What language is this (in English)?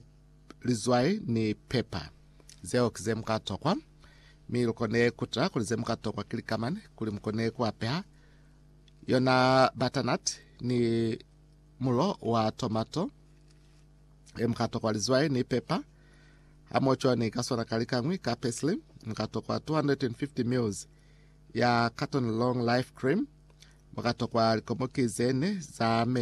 Lozi